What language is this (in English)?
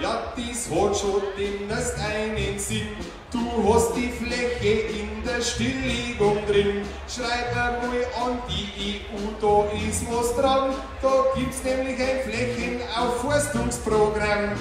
Bavarian